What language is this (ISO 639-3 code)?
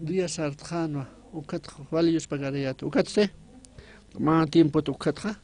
aym